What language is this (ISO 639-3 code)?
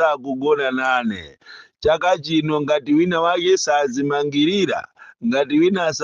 nya